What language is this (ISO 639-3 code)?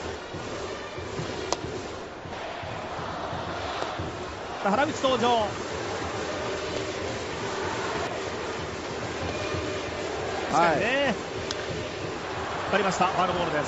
jpn